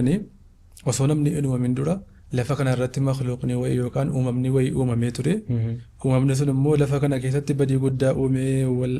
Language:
Oromo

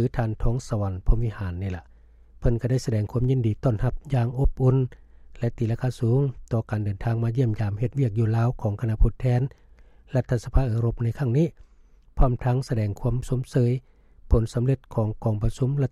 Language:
Lao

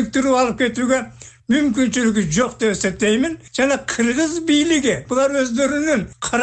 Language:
Kyrgyz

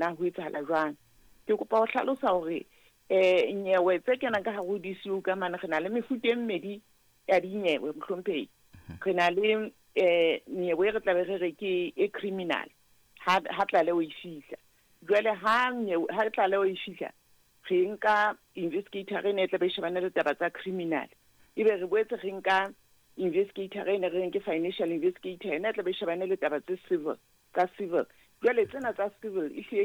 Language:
Southern Sotho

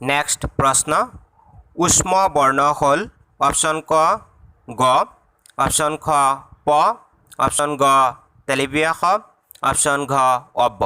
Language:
Assamese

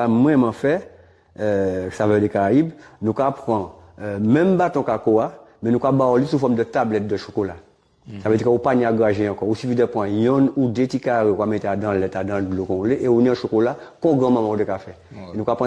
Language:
Guadeloupean Creole French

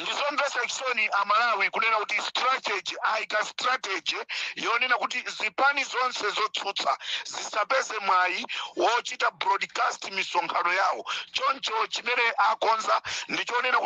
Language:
Nyanja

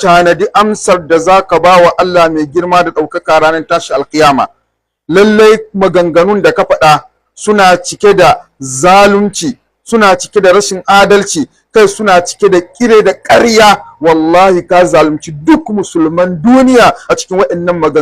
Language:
Hausa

